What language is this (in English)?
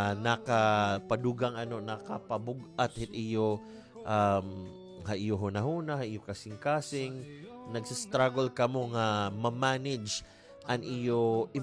Waray